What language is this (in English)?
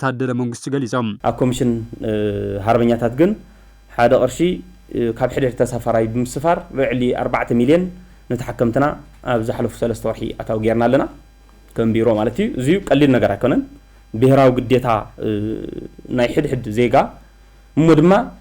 Tigrinya